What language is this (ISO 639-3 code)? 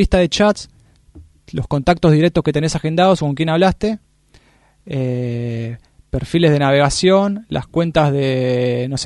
spa